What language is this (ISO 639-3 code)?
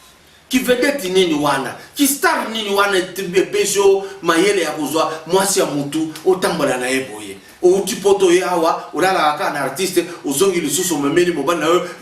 lin